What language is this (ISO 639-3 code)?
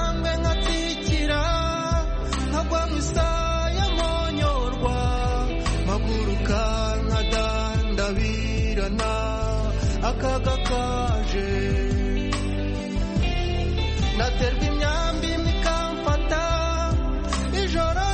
kin